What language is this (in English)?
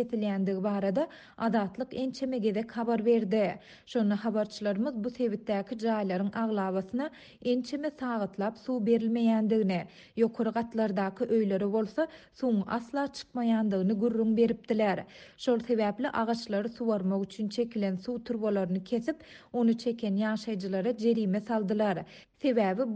Turkmen